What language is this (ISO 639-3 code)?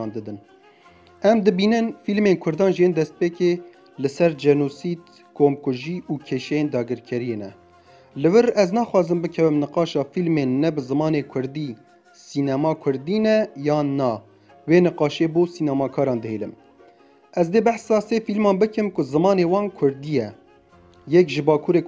kur